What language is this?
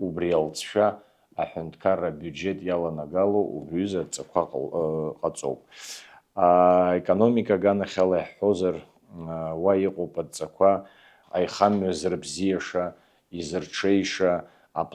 Abkhazian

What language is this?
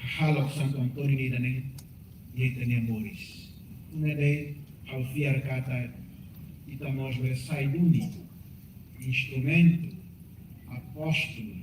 Tetum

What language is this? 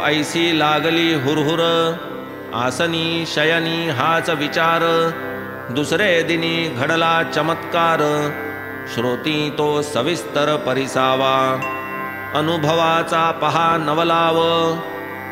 Marathi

